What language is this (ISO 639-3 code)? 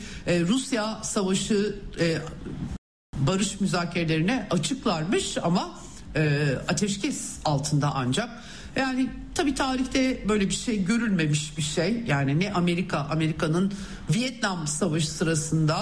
tur